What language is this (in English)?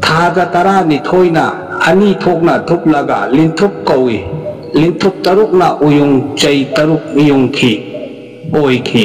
Manipuri